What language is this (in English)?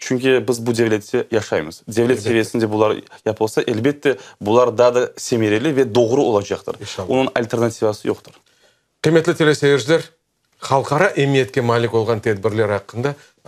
Crimean Tatar